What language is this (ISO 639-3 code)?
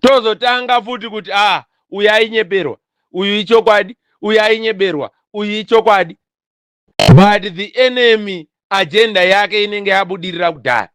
sna